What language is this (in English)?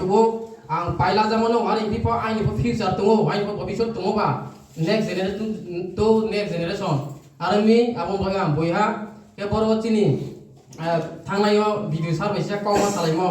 Riang (India)